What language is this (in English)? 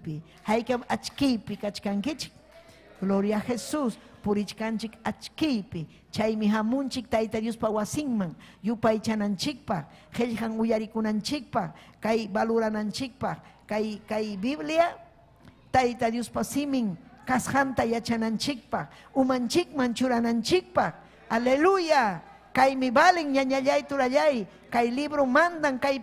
Ayacucho Quechua